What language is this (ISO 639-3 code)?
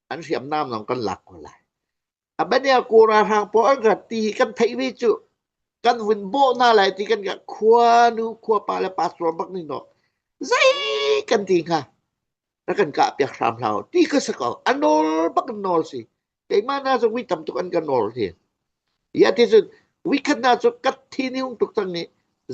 cnh